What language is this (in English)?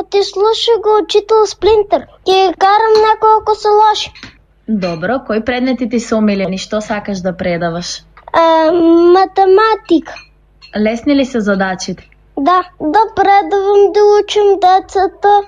Macedonian